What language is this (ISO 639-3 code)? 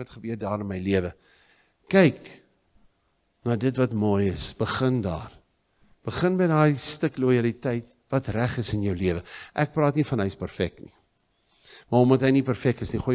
afr